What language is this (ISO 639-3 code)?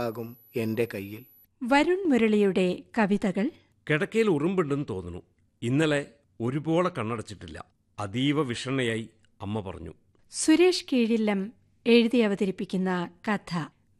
mal